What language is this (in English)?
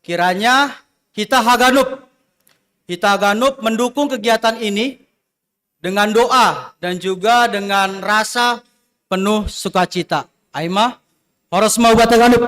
Batak Simalungun